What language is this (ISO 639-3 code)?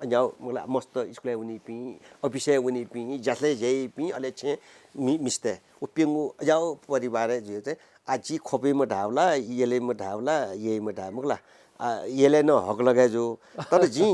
new